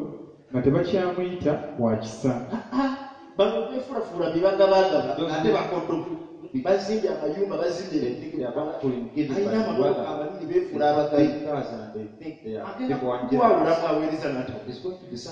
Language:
Ganda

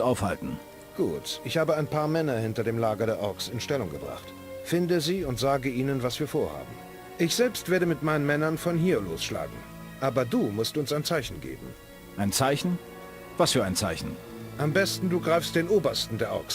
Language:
Bavarian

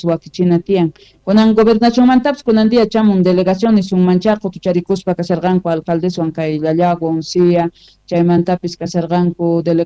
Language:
South Bolivian Quechua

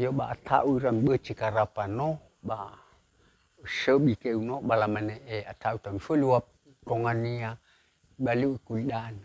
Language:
Nias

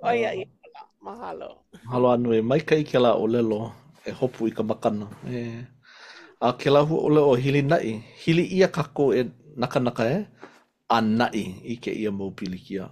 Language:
Hawaiian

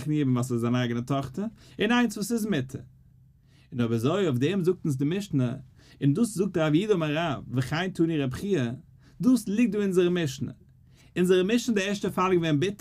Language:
Yiddish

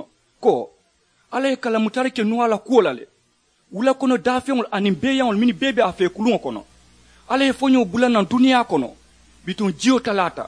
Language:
Mandingo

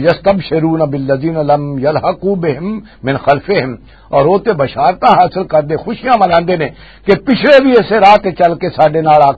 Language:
Western Panjabi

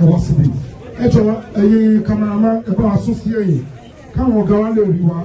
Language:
Yoruba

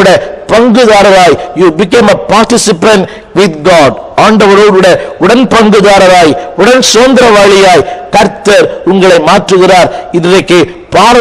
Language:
Tamil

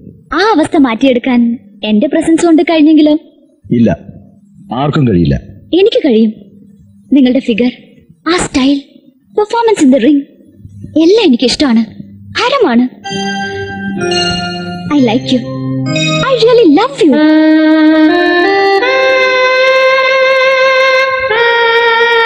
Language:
Malayalam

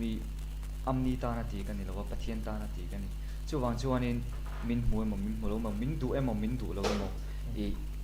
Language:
Mizo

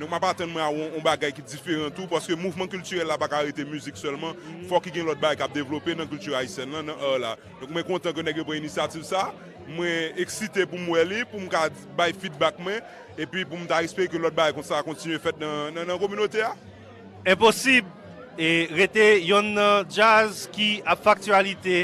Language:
Haitian Creole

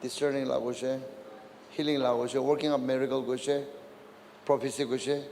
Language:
Naga Pidgin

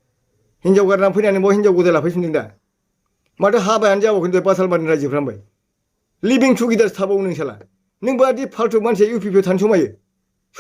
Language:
Bodo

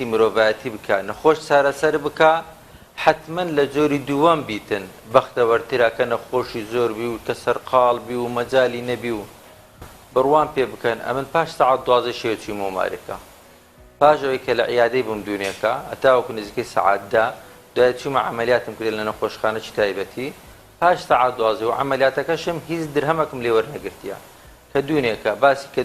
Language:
Central Kurdish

